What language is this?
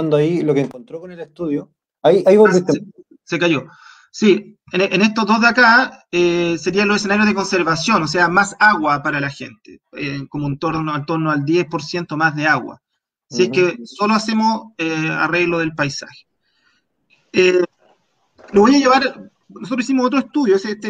Spanish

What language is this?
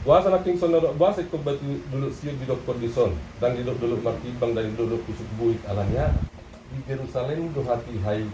Batak Toba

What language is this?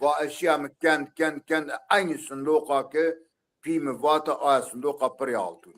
Zaza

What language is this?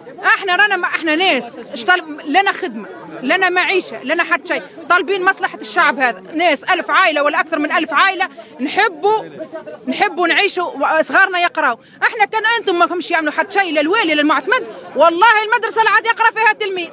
Tunisian Arabic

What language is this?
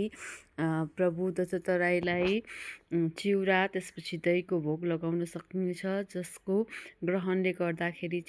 Nepali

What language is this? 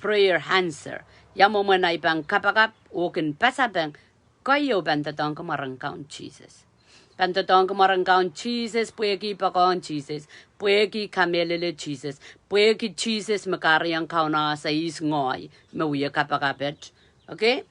Pohnpeian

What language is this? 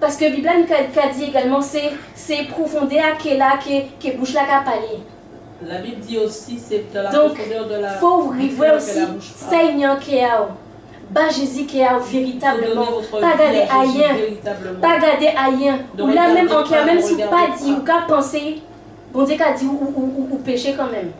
Guadeloupean Creole French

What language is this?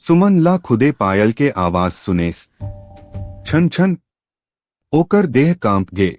Chhattisgarhi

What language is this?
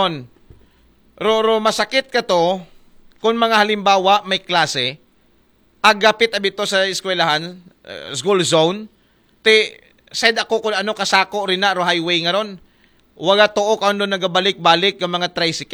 Aklanon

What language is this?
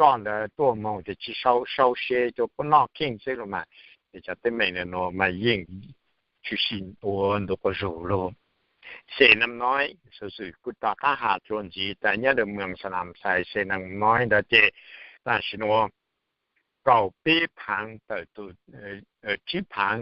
Hmong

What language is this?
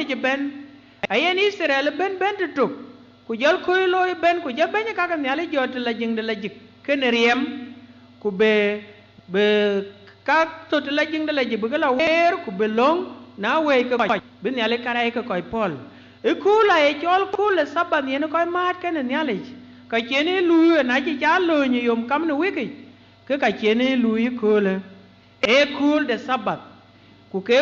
Dinka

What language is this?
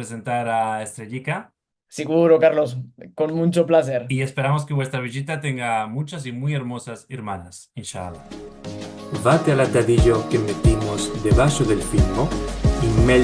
Ladino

